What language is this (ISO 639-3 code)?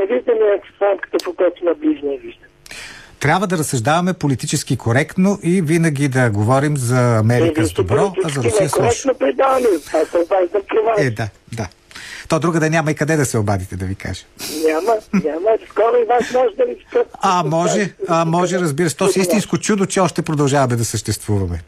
bul